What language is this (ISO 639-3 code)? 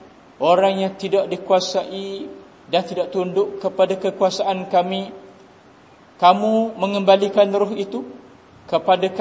msa